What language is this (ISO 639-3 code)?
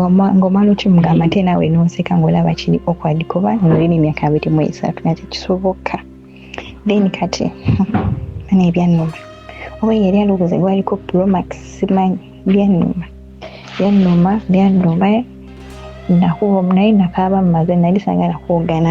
lug